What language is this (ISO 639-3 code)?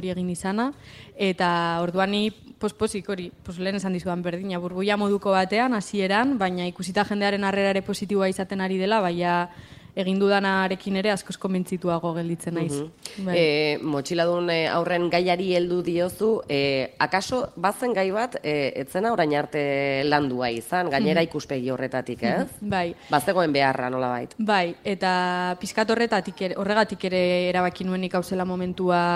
eus